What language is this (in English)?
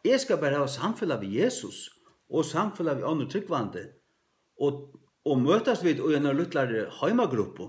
Faroese